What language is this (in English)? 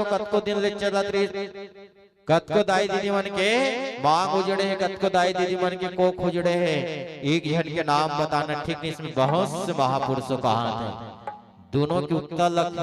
Chhattisgarhi